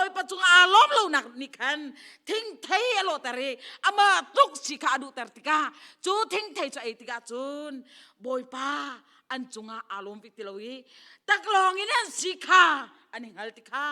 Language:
Hakha Chin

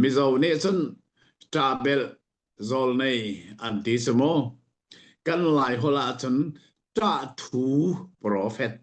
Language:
Hakha Chin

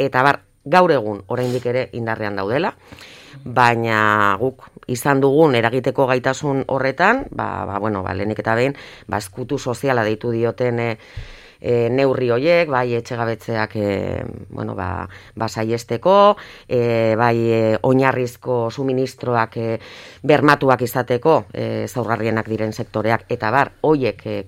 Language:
Basque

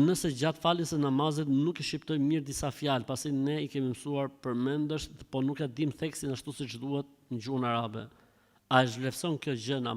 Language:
Albanian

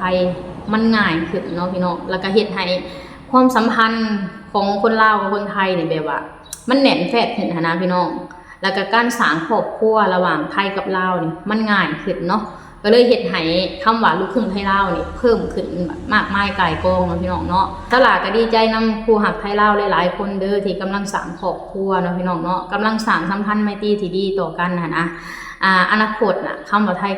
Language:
Lao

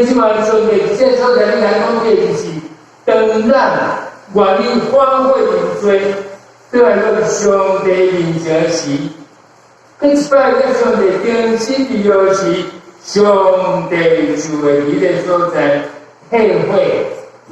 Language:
Min Nan Chinese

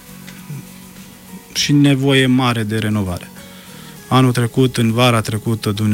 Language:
Romanian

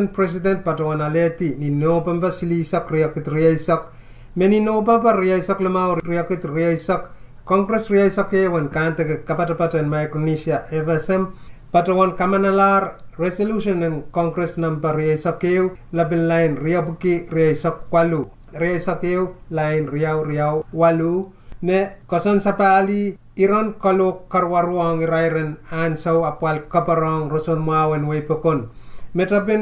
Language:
Pohnpeian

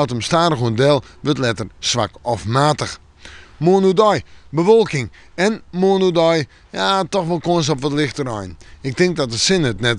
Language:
Western Frisian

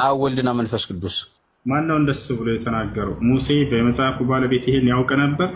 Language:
Amharic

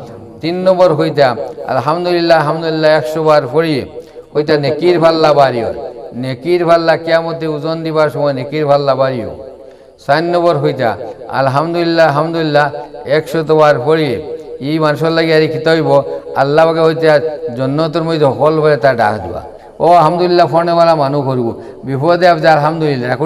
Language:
Sylheti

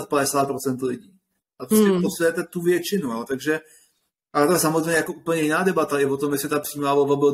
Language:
Czech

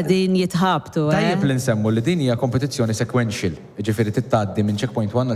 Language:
Maltese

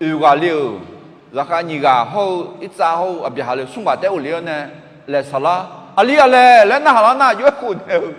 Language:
Akha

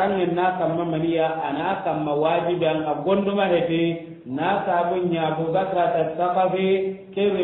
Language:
Soninke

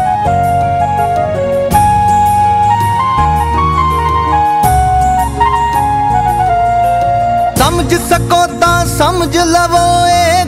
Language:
Punjabi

